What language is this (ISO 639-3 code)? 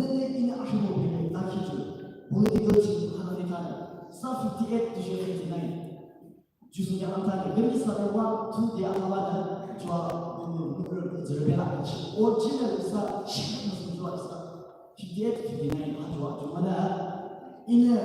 yim